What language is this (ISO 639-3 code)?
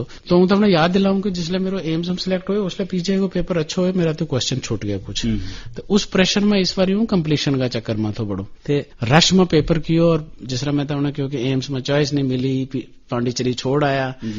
gju